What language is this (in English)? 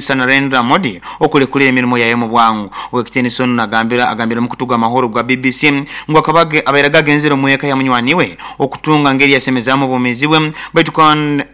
Nyoro